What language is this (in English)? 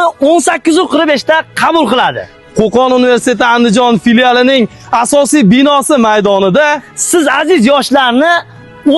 Uzbek